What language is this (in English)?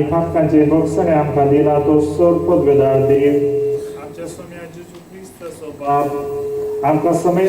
Konkani